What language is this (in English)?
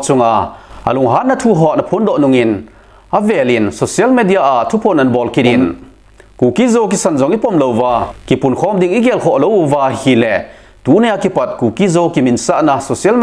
Thado Chin